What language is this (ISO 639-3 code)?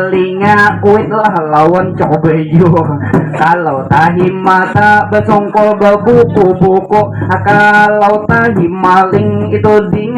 bjn